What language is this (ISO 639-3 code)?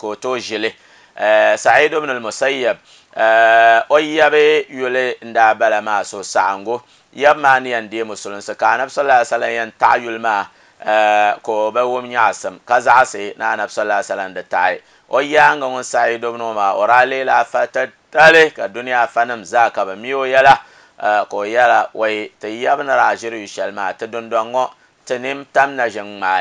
dag